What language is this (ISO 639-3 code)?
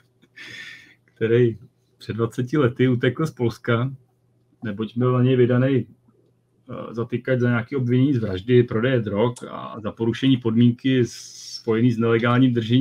ces